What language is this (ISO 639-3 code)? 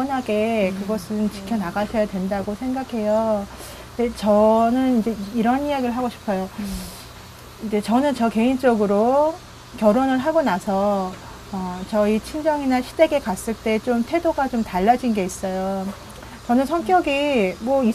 kor